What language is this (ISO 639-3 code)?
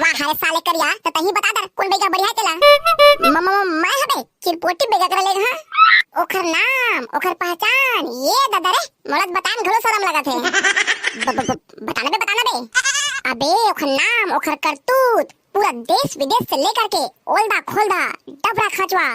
hne